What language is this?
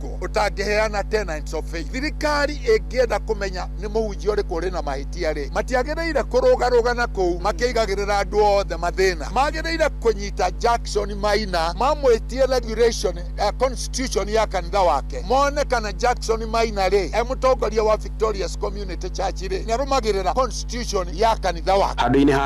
Kikuyu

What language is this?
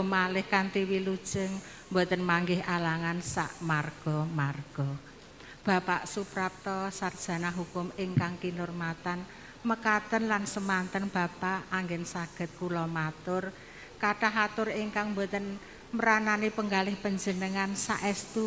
Javanese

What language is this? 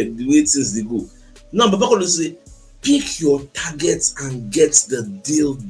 Nigerian Pidgin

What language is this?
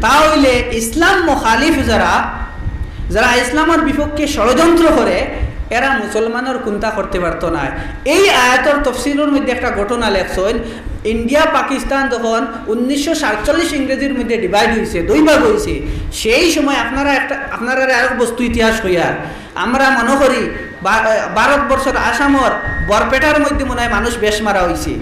Sylheti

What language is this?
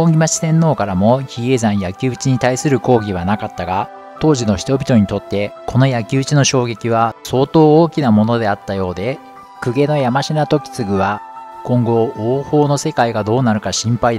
Japanese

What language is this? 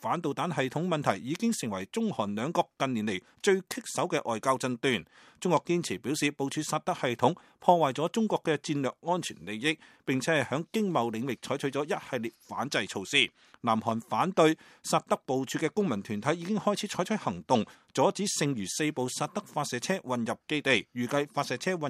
Cantonese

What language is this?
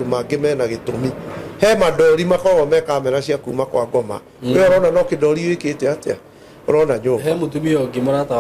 Kikuyu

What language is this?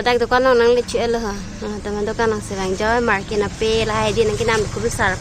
Karbi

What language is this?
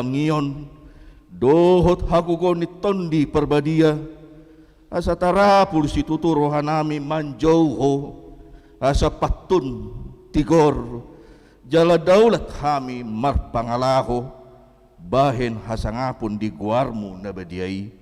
Batak Toba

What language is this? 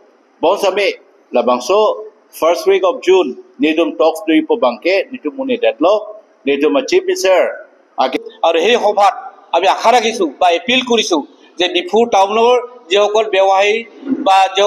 Karbi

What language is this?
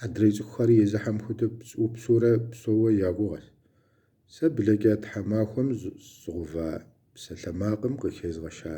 Kabardian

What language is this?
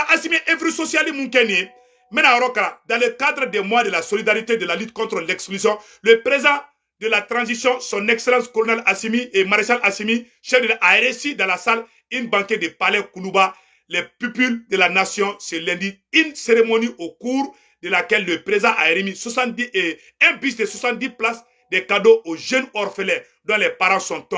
Bambara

